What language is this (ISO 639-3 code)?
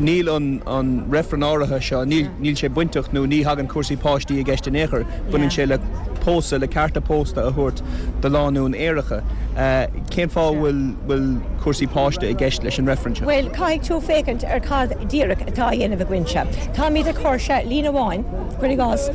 gle